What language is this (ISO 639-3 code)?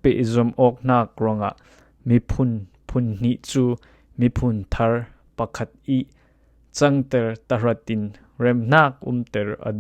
cfm